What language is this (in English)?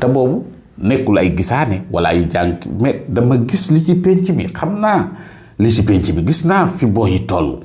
Wolof